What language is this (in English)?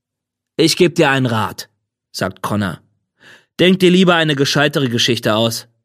German